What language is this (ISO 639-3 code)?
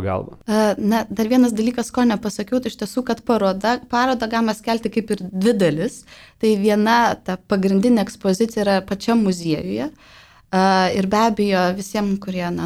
lit